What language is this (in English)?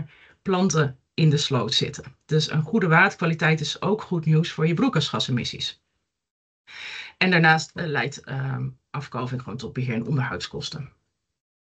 Dutch